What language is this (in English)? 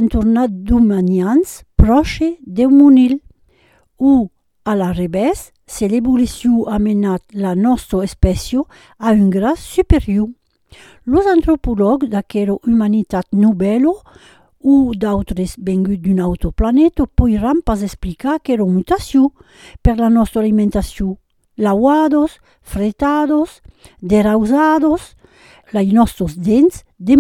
Occitan